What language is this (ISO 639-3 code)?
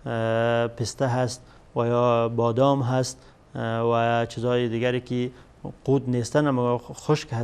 fas